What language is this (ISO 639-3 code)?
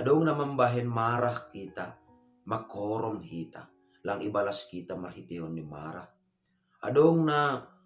bts